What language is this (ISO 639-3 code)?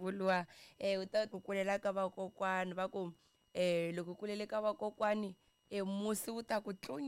tso